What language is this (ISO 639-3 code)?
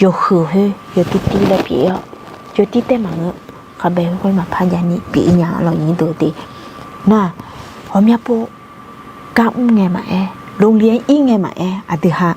ahk